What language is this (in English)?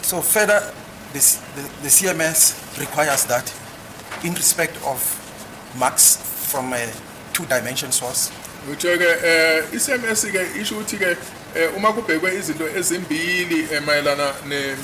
Zulu